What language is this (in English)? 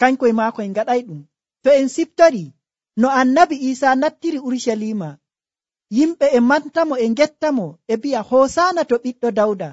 Nigerian Fulfulde